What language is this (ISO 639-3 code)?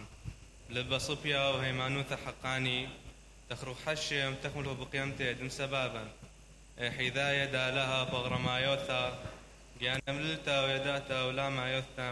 acm